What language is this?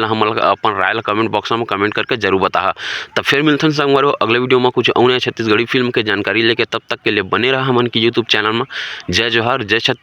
Chhattisgarhi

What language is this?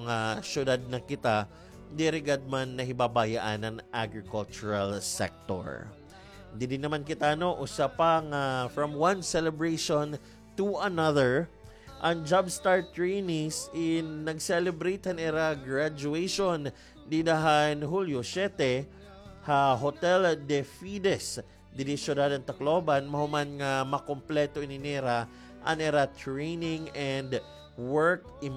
Waray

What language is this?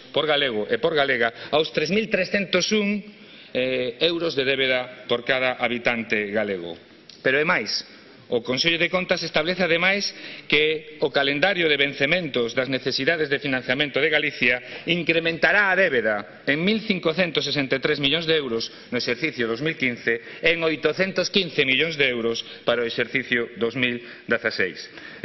Galician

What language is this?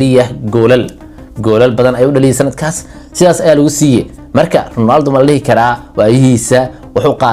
Somali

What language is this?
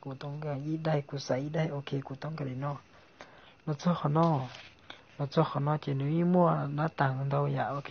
Hmong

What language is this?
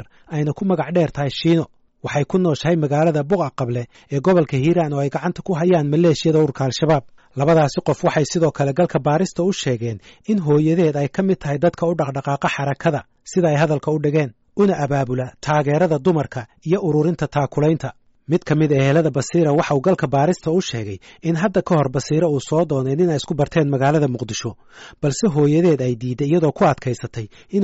Somali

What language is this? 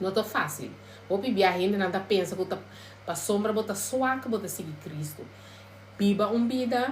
Papiamento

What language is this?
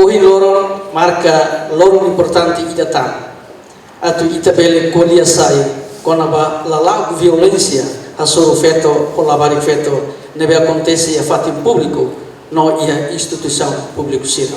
Tetum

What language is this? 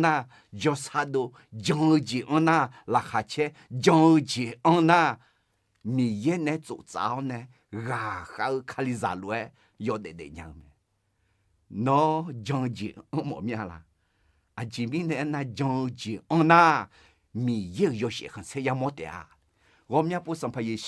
Akha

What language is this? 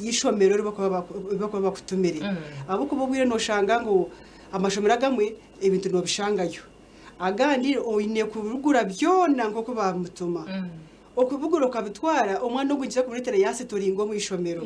Nyankole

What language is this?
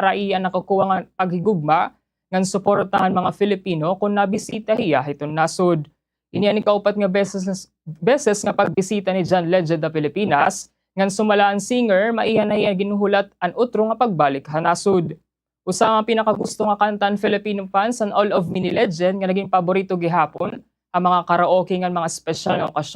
Waray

